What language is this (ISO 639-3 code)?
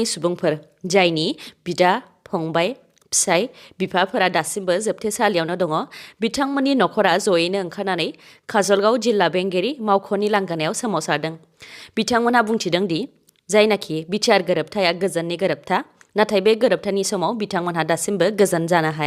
brx